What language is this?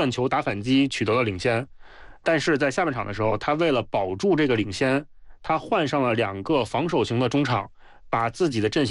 Chinese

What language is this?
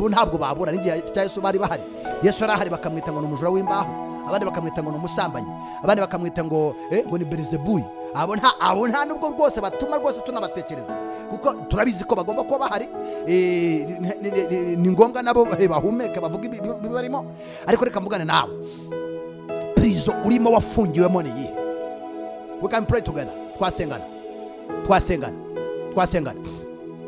Kinyarwanda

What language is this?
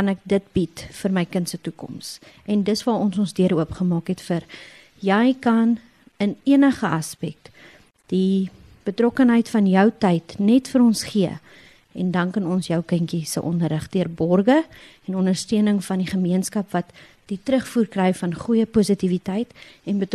Afrikaans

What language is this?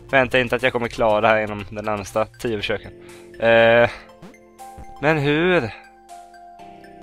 Swedish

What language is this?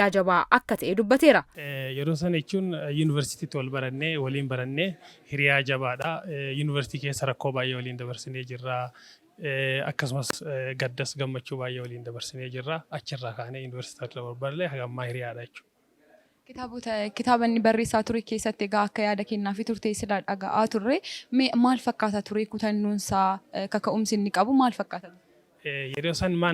Oromo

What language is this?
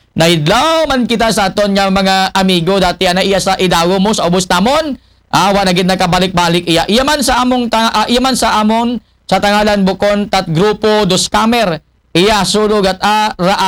Aklanon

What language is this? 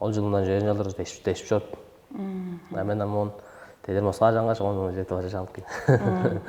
Tuvinian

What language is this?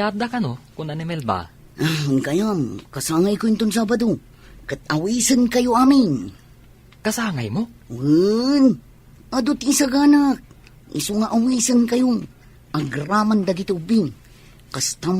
Iloko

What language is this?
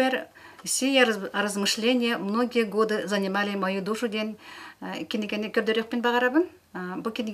Yakut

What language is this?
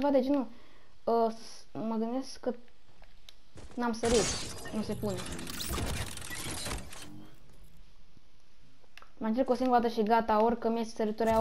Romanian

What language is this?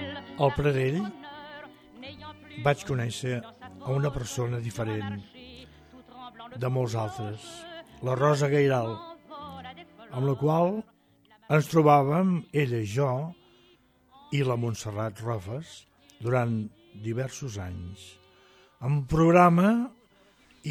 Catalan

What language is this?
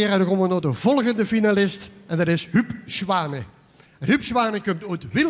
Limburgish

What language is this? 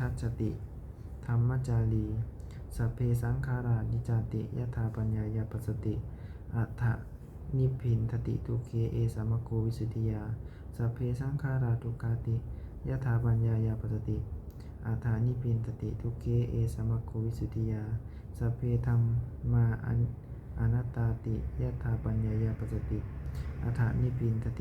Pali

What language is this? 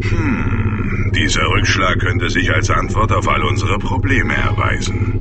Bavarian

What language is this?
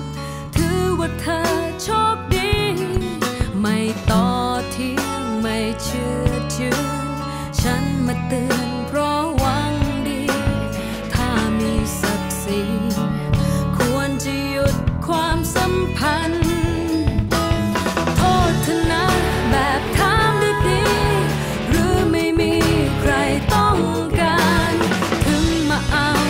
Thai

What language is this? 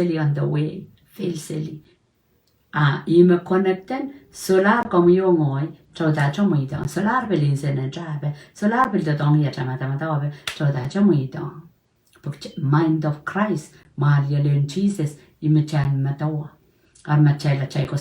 Pohnpeian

